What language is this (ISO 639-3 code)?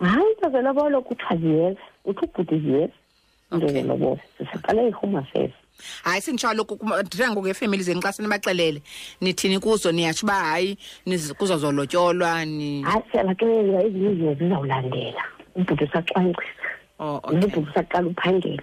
xho